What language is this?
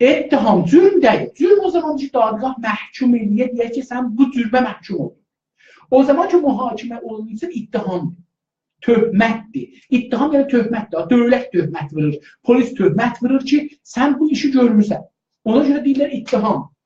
South Azerbaijani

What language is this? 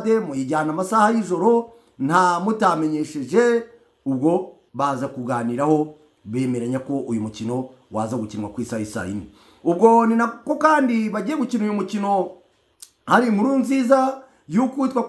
Kinyarwanda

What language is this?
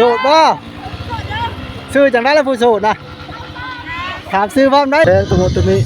Northeastern Thai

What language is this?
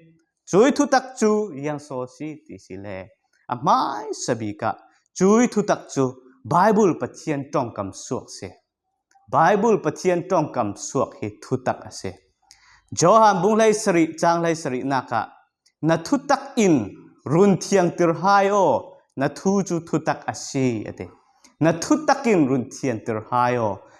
Falam Chin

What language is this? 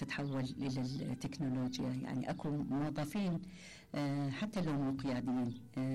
Mesopotamian Arabic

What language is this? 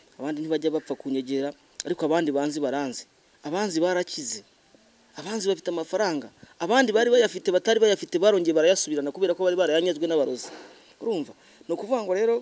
Kinyarwanda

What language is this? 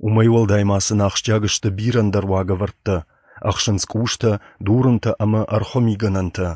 Ossetic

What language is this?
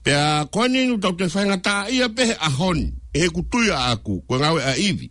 Tongan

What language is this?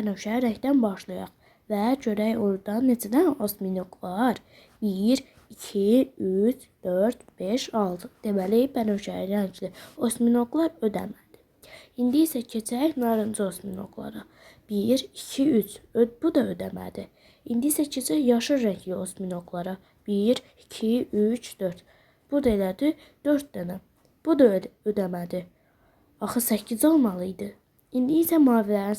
Azerbaijani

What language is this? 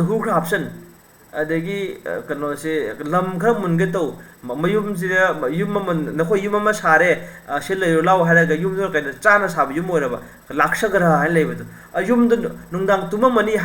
Manipuri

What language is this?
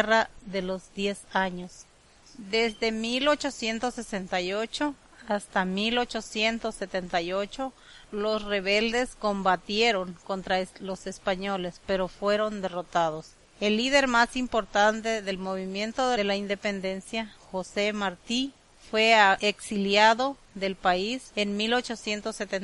Spanish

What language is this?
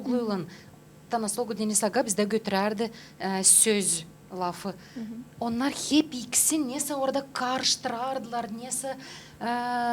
Gagauz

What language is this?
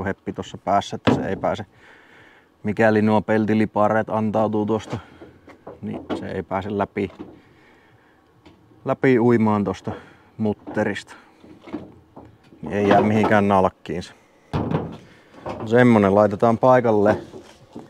Finnish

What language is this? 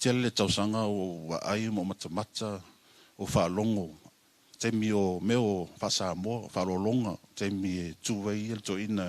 Samoan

